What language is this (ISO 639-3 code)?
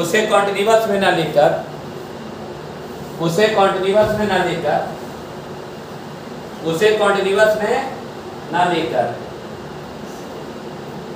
hin